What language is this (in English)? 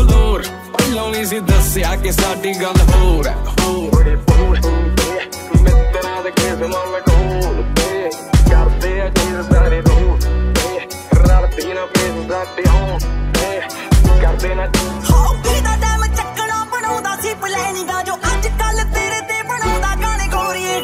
Punjabi